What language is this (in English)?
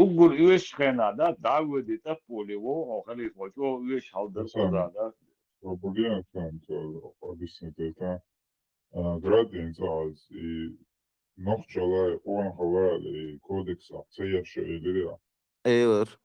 Chechen